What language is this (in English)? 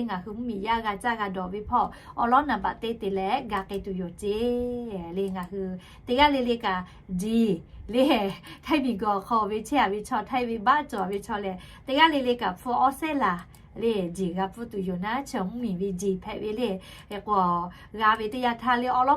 Lahu